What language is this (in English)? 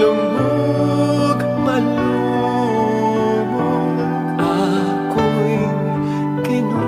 Pampanga